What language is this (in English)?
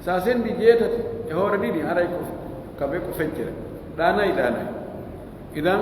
Pular